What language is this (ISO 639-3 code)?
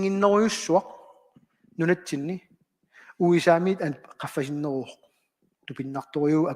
kal